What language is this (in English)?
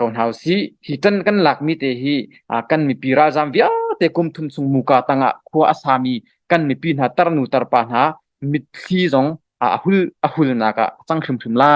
Hakha Chin